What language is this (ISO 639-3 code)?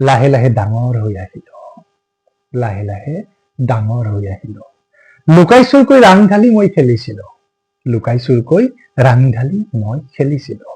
asm